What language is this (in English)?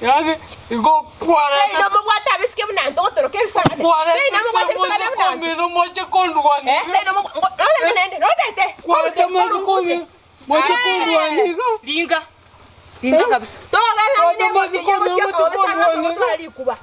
Gusii